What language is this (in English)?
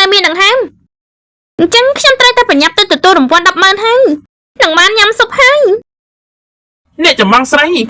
Khmer